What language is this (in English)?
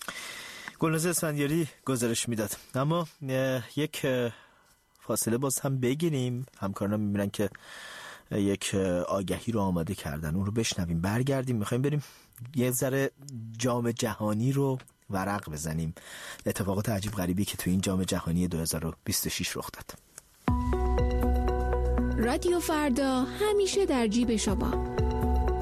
Persian